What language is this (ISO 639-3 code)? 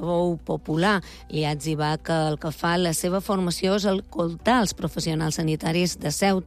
cat